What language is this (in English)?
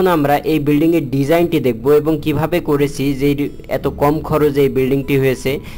Bangla